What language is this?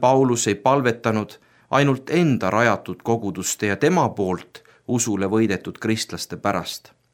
Estonian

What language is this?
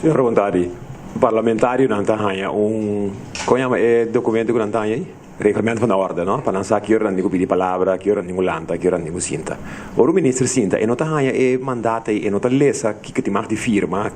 Papiamento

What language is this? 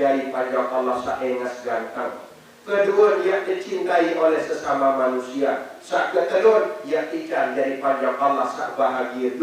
Sasak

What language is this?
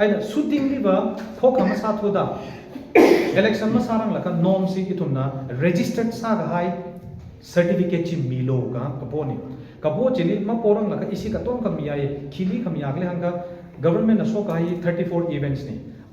Tangkhul Naga (India)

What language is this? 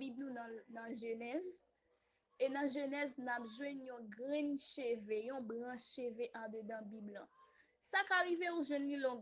Haitian Creole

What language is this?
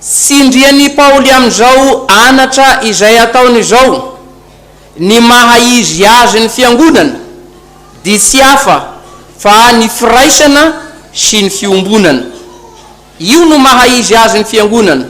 Malagasy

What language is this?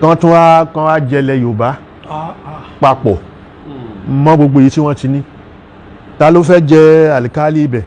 Yoruba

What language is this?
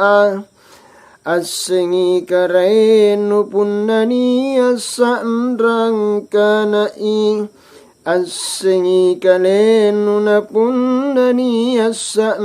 Makasar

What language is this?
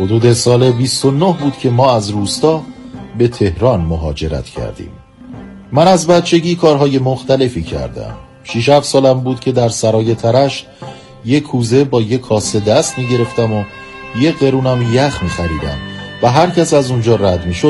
Persian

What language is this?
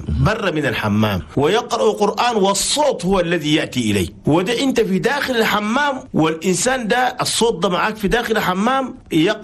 Chadian Arabic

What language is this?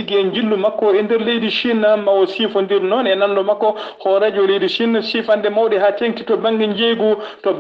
Fula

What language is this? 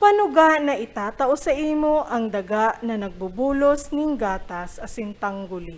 Bikol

